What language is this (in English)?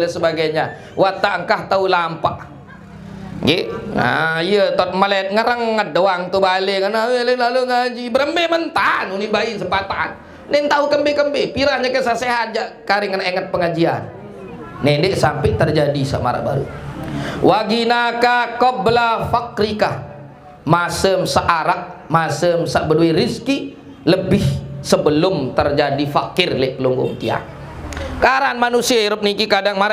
Sasak